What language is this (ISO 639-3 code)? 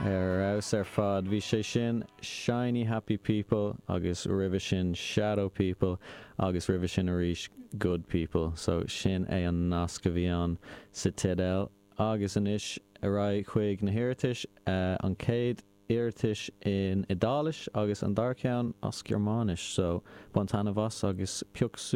gle